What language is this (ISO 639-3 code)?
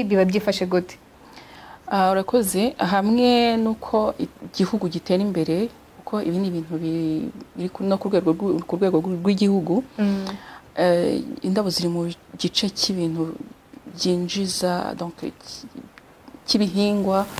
kin